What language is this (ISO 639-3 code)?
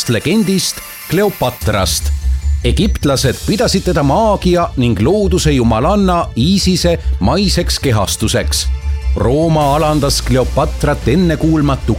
est